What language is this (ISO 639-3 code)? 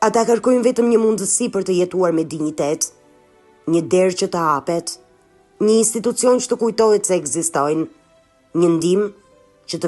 sqi